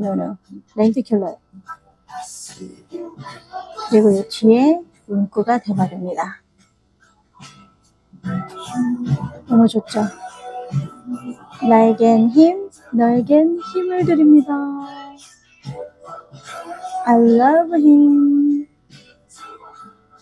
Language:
Korean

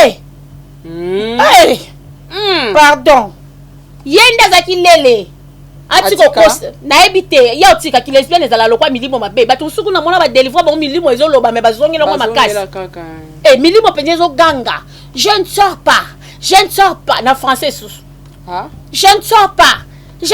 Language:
Lingala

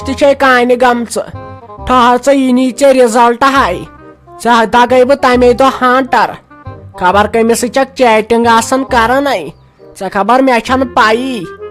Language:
Kashmiri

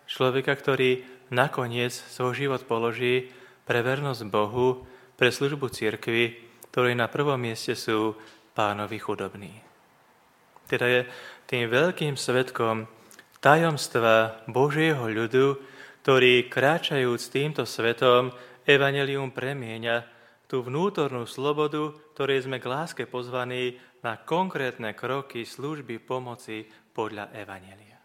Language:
Slovak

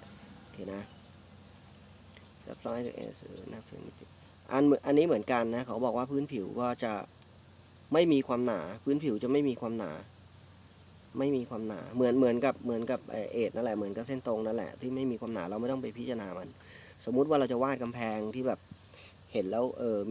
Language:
Thai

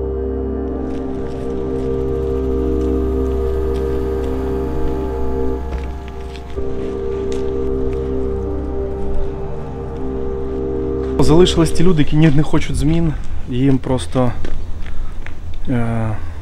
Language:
Ukrainian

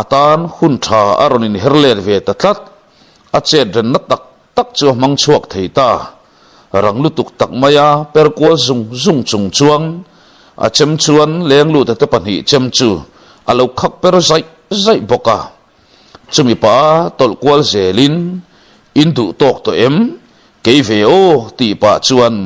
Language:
Mizo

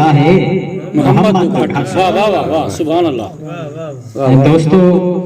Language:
Saraiki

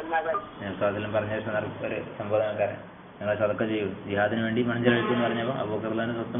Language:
Malayalam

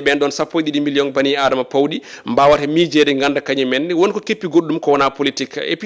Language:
Fula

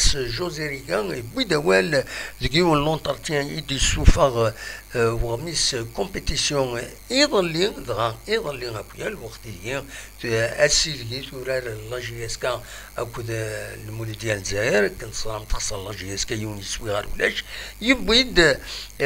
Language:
Kabyle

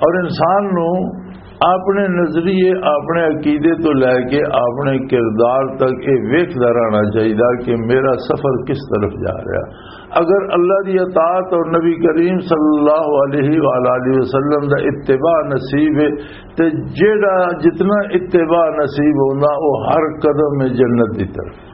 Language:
Western Panjabi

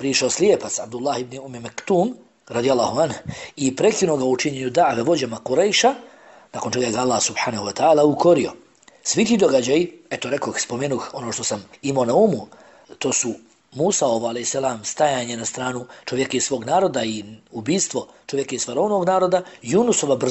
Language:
Bosnian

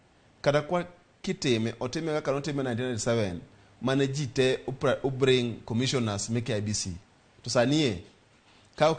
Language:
Luo (Kenya and Tanzania)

